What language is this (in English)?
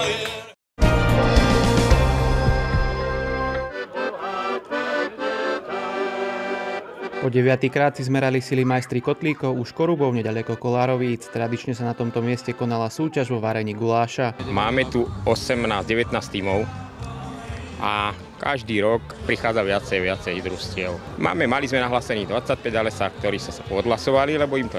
Slovak